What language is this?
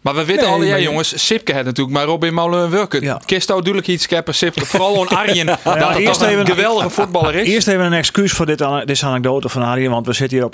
Western Frisian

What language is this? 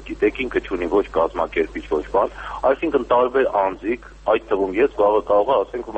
Armenian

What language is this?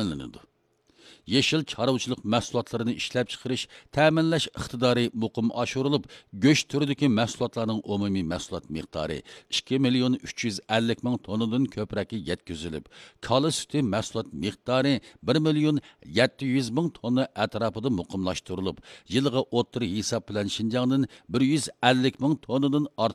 Uyghur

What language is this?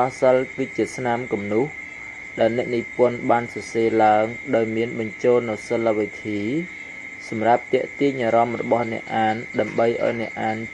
Khmer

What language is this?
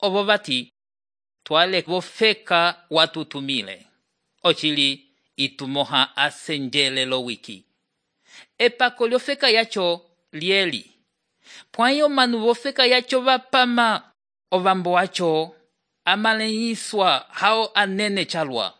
Umbundu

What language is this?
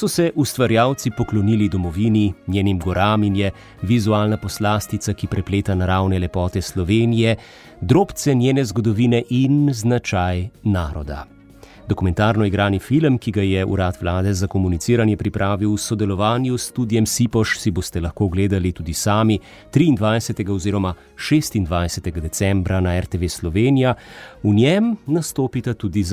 Slovenian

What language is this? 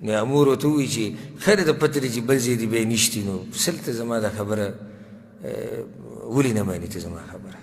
Pashto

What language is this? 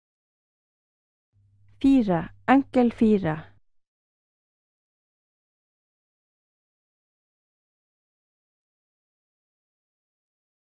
Norwegian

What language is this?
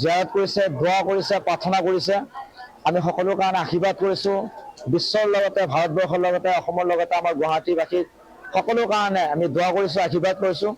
Assamese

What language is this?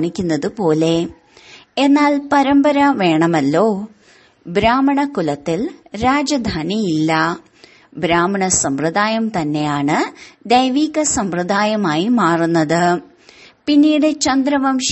Malayalam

